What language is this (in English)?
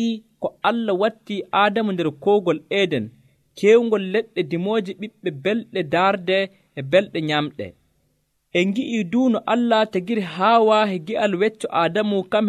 Nigerian Fulfulde